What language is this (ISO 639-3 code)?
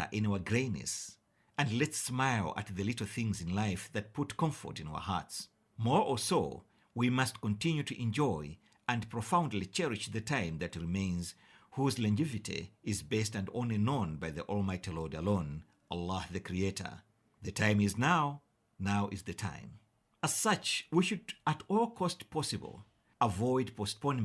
eng